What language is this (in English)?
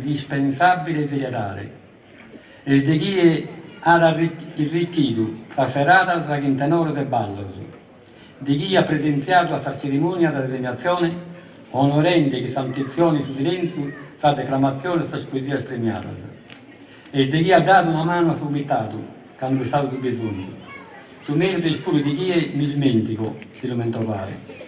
Sardinian